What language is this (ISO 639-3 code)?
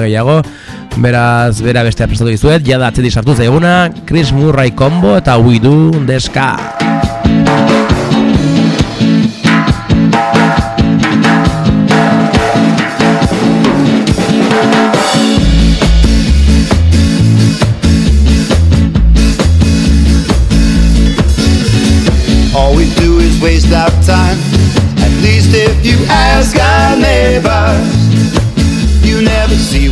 eus